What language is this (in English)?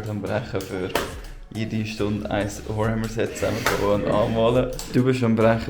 Swiss German